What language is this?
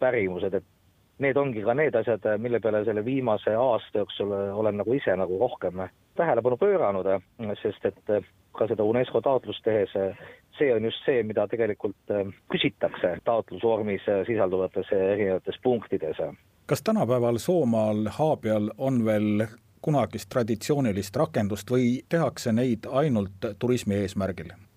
Estonian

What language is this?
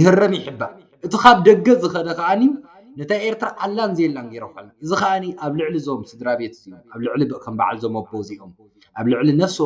Tigrinya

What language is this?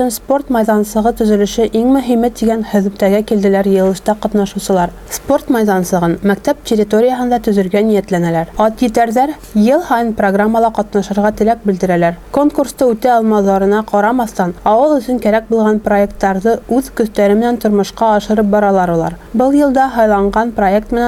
Bashkir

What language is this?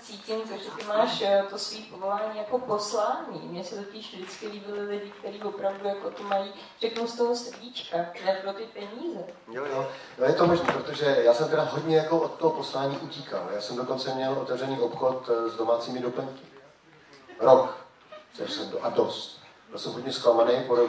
Czech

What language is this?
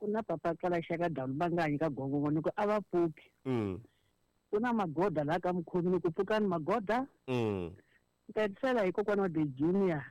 Tsonga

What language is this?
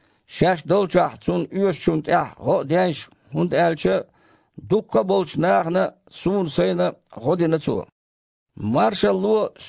Chechen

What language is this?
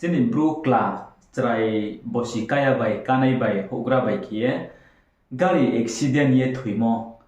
Riang (India)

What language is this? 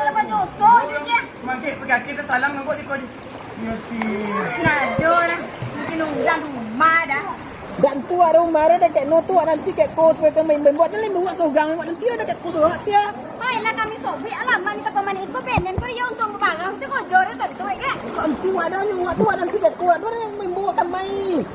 Minangkabau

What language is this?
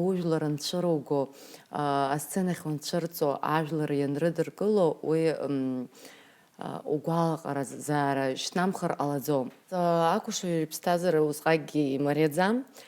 Abkhazian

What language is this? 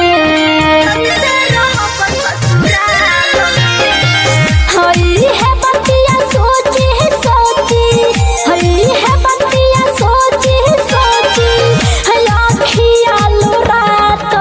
Bhojpuri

